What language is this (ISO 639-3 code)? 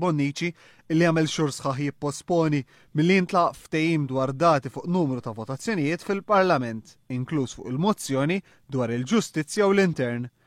mlt